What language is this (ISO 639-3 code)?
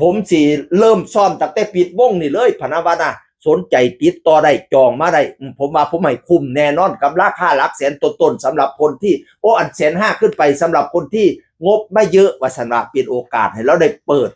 tts